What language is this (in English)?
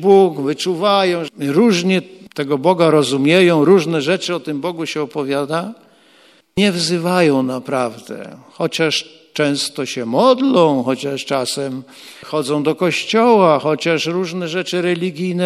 Polish